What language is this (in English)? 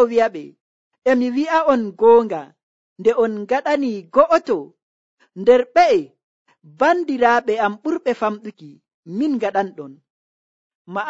Nigerian Fulfulde